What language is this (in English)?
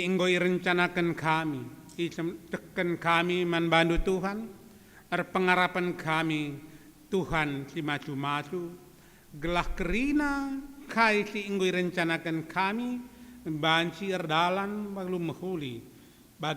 Batak Karo